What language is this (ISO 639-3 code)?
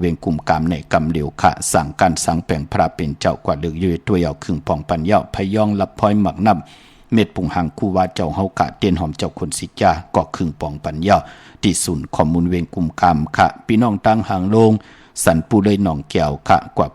shn